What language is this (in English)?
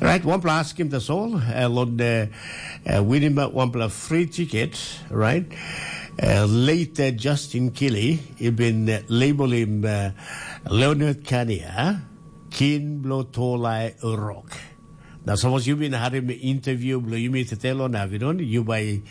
Tok Pisin